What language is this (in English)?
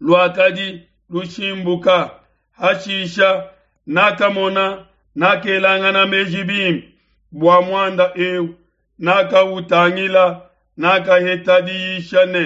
Luba-Lulua